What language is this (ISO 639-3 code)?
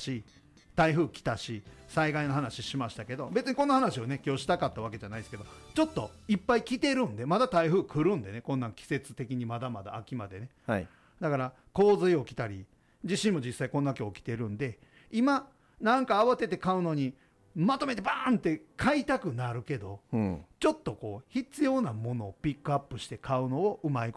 jpn